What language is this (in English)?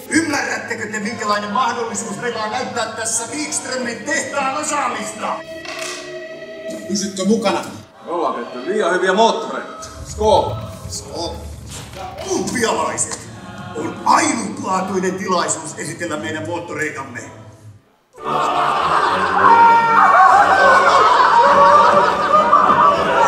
Finnish